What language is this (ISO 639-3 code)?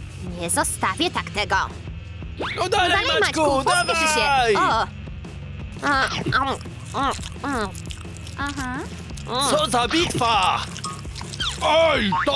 pol